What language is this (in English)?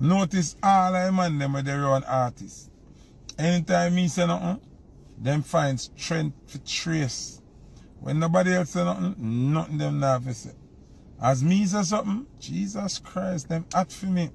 Jamaican Creole English